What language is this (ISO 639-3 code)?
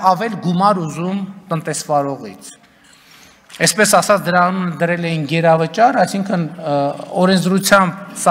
hye